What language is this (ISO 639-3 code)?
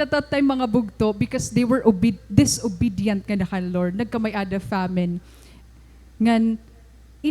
war